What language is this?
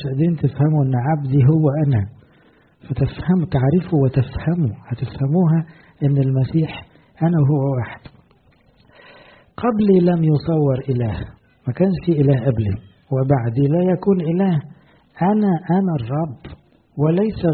Egyptian Arabic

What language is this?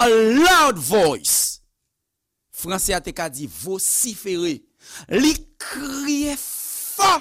Haitian Creole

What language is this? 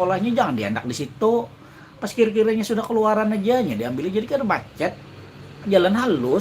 Banjar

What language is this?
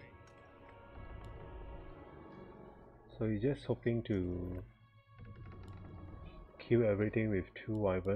English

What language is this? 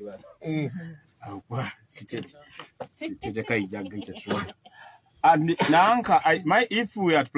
Nyoro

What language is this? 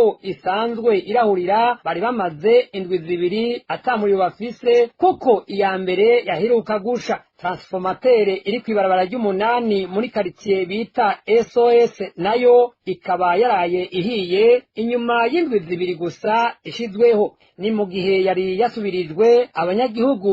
Rundi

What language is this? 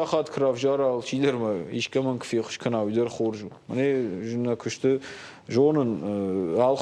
Ossetic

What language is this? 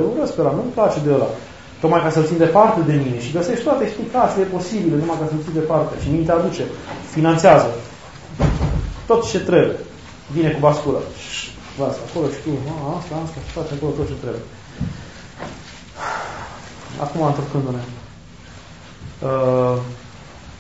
Romanian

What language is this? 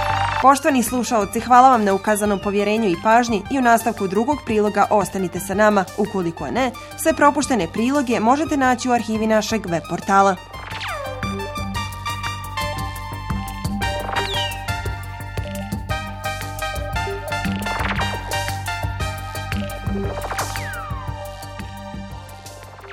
Bosnian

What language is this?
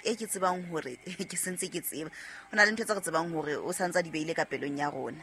Southern Sotho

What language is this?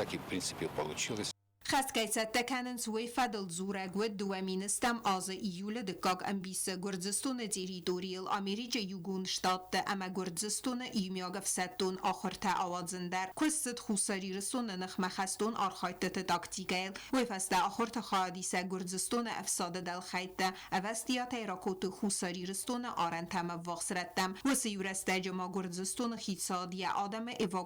Ossetic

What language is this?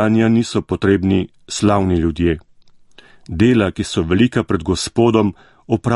Slovenian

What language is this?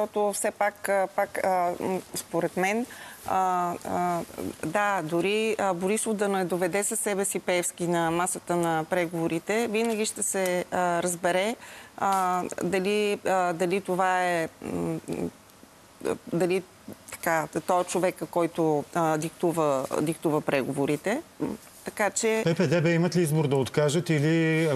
Bulgarian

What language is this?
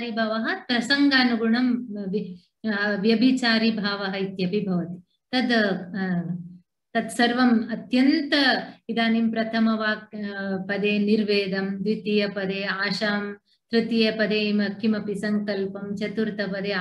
Sanskrit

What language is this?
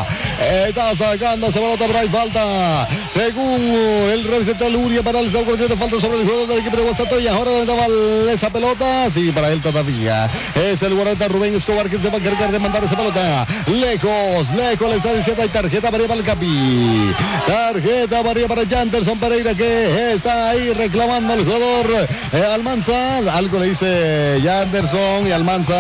Spanish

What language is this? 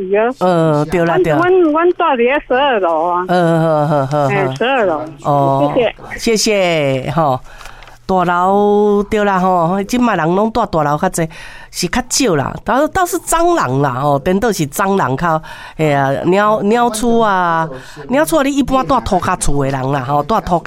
Min Nan Chinese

